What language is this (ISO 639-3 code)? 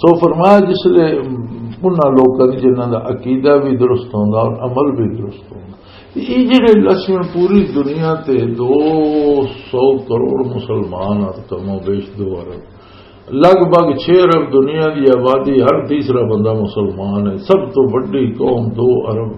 lah